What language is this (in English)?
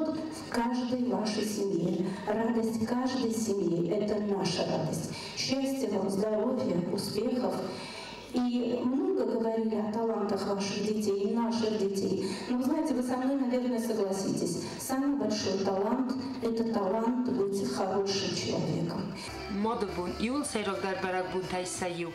Ossetic